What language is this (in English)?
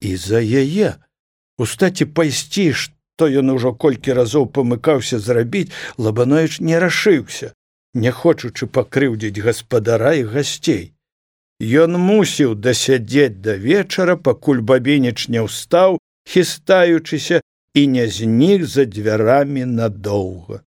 Belarusian